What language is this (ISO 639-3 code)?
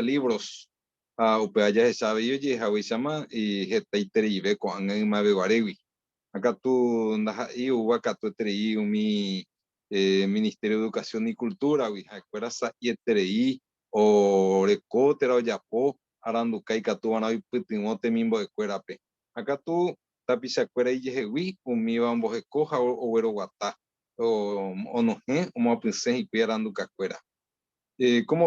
grn